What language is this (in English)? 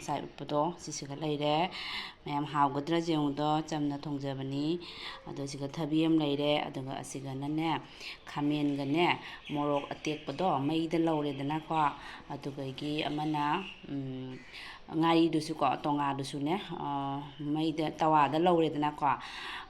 Manipuri